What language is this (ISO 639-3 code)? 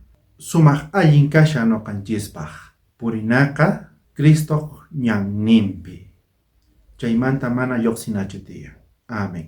quh